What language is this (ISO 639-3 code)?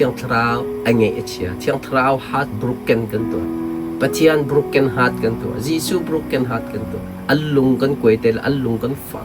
cnh